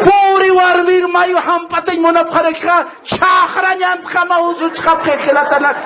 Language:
Aymara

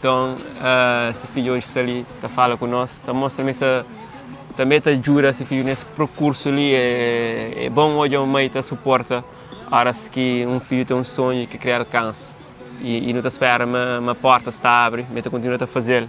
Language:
Kabuverdianu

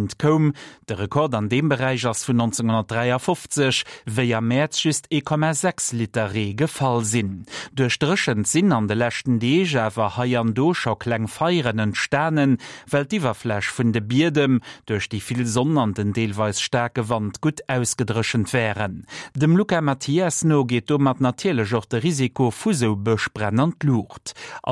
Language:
Luxembourgish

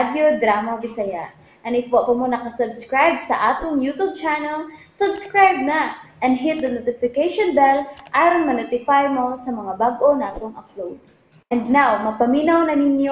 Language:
Cebuano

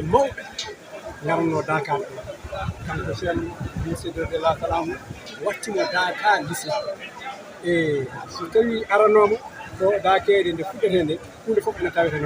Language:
Fula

